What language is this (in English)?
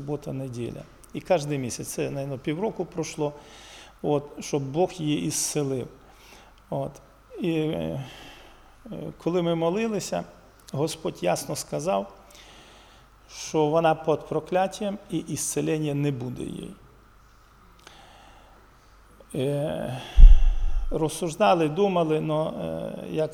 Ukrainian